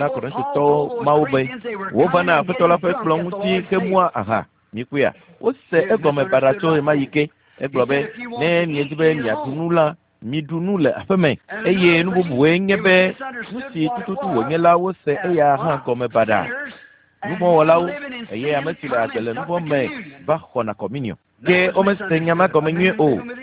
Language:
Ewe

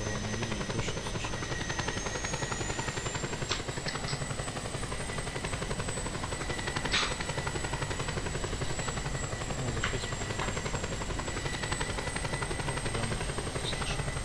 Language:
Russian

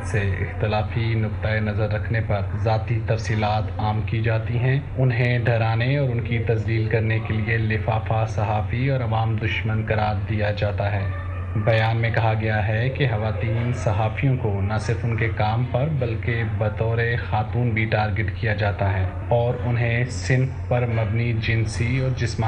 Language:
Urdu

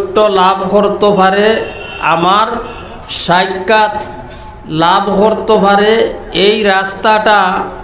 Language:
Sylheti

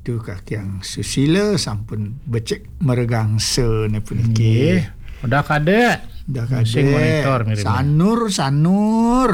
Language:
Balinese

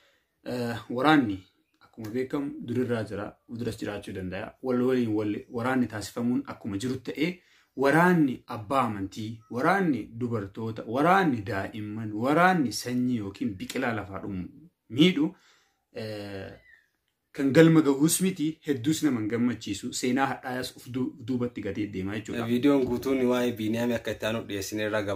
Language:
Oromo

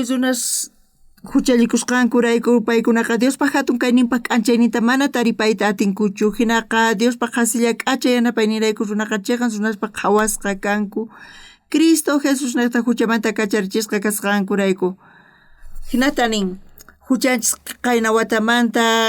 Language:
South Bolivian Quechua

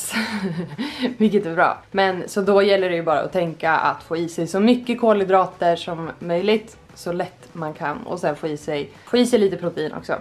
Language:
Swedish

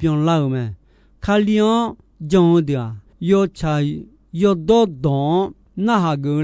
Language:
Akha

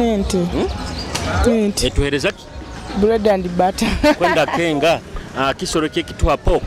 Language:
Nyoro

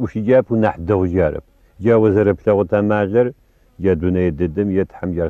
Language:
Adyghe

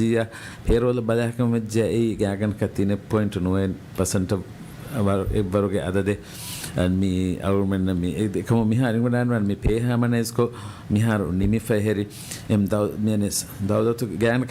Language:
Divehi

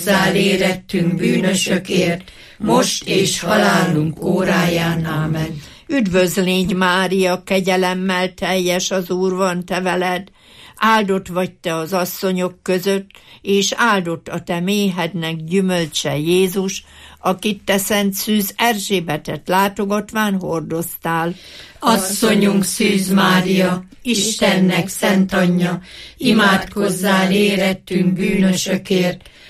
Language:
Hungarian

